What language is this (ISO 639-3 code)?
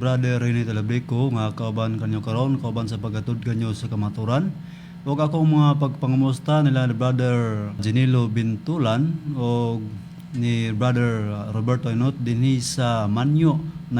ceb